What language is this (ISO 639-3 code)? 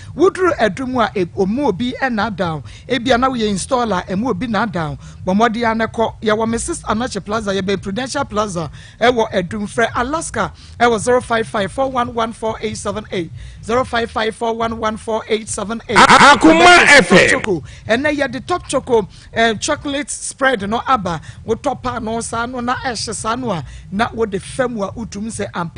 aka